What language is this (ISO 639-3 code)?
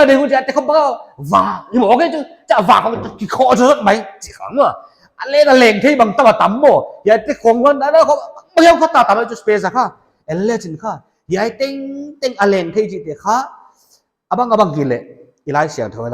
pck